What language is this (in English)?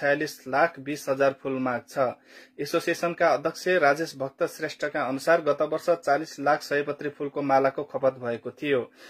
Nepali